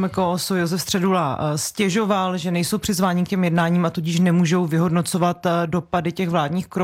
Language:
Czech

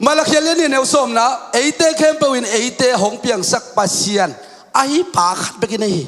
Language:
Tedim Chin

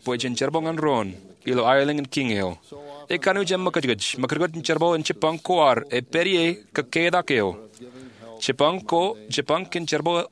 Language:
Marshallese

